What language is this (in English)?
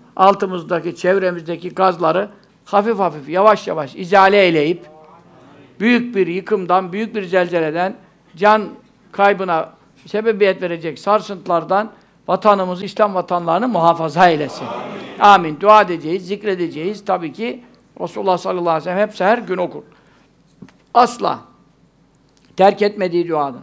Turkish